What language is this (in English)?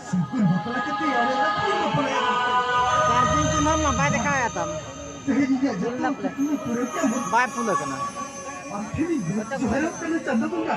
Santali